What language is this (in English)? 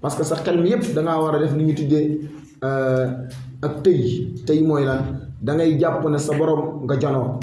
Wolof